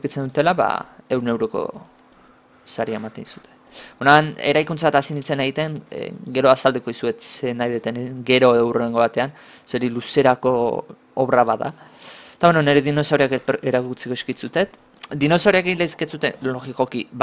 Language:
Basque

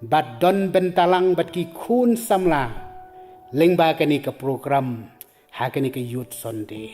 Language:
Khasi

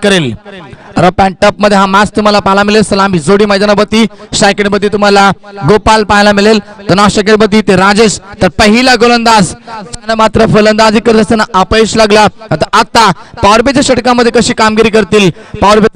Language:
Marathi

